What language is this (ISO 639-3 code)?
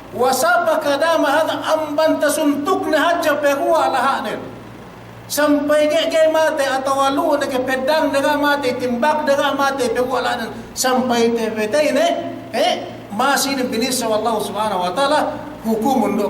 yka